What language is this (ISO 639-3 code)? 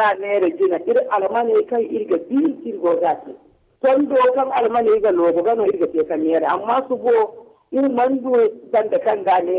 dje